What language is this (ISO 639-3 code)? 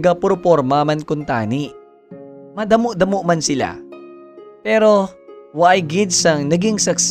hil